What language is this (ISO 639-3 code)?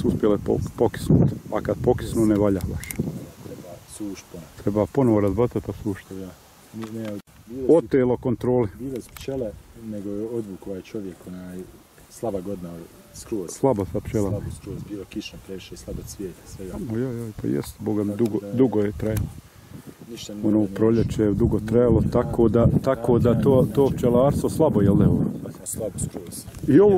bos